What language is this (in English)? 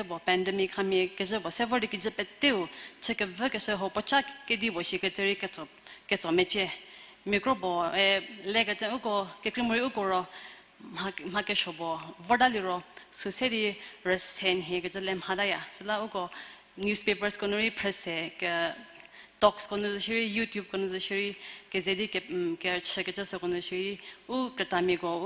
Angami Naga